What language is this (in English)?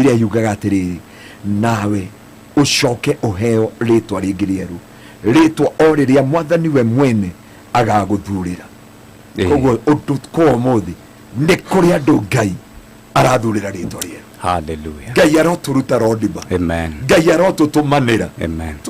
Kikuyu